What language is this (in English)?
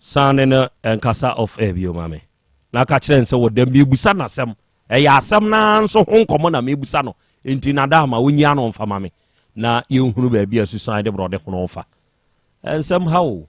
Akan